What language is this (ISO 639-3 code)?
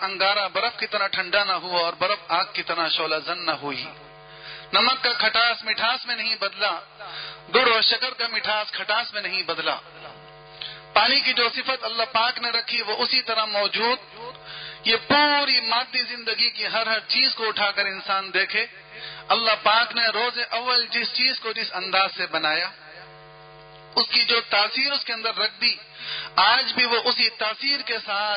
urd